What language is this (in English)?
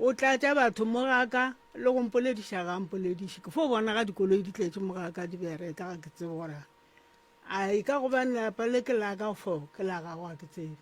Northern Sotho